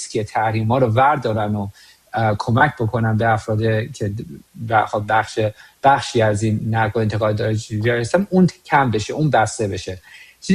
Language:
Persian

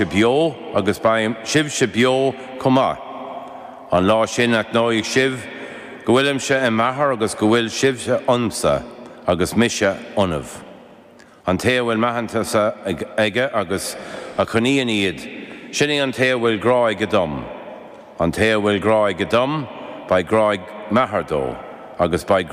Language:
Irish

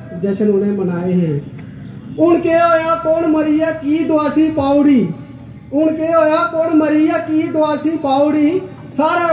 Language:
Dogri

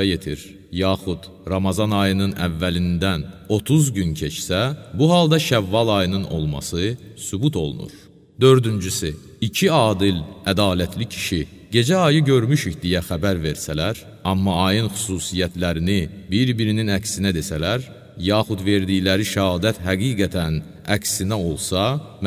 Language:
Azerbaijani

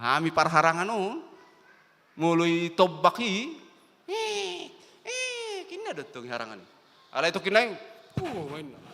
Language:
Batak Toba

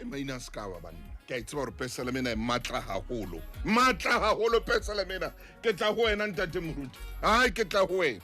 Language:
Southern Sotho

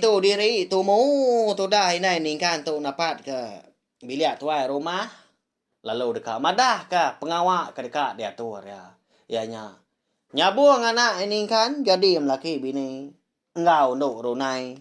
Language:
Iban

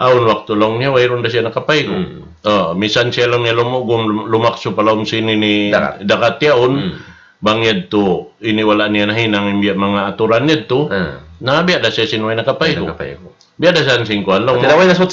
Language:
Tausug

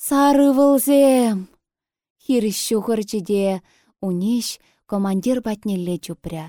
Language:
Chuvash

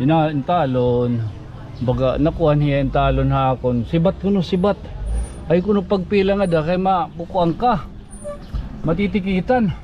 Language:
Waray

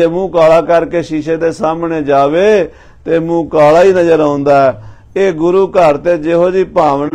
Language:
Punjabi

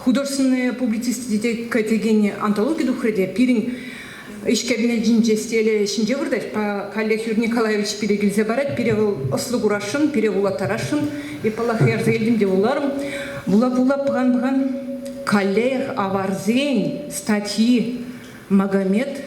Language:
Chuvash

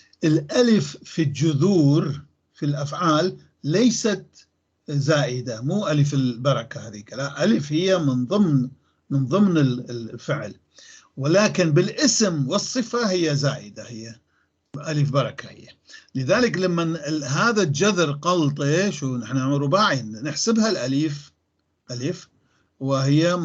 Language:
North Levantine Arabic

